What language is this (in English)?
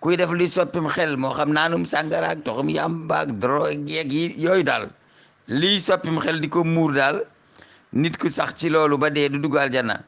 Wolof